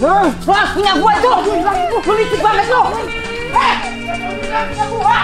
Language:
Betawi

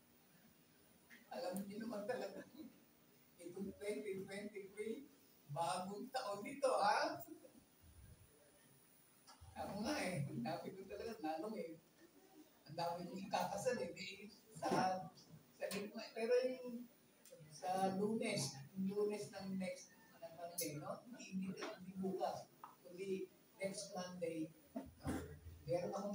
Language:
Filipino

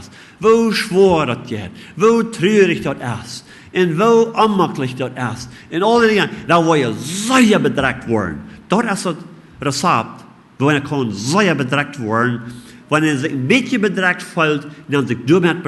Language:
Plautdietsch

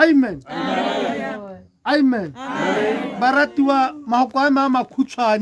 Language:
Tswana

